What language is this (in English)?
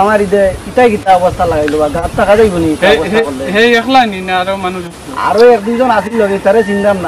Sylheti